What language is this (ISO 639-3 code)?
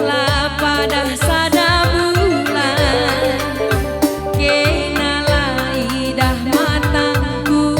btx